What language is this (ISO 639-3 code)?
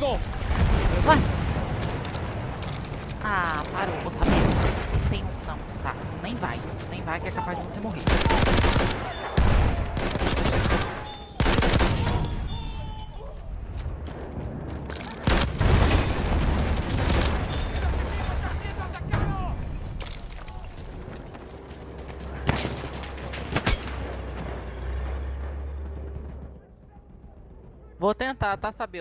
por